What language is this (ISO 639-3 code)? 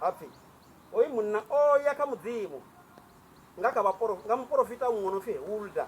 ven